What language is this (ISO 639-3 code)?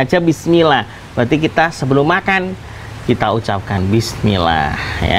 ind